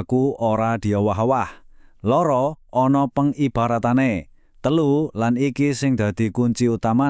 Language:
Javanese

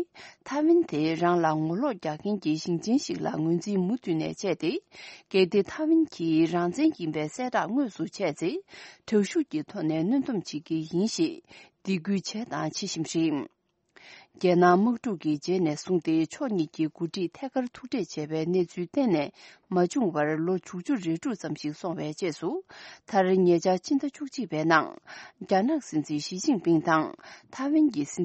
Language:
Tibetan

